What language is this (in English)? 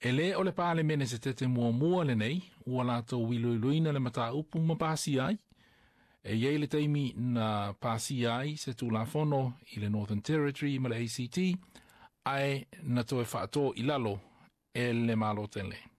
Samoan